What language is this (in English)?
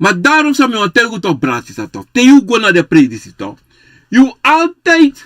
Sranan Tongo